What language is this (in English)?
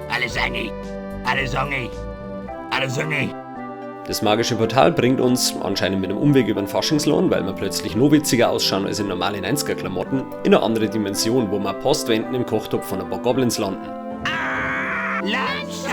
Bavarian